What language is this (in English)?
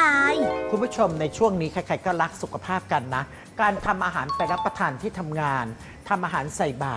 Thai